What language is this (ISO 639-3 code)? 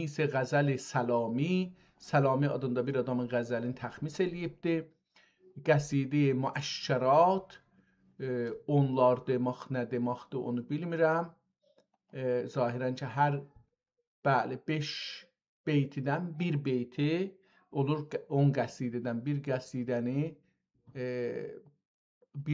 azb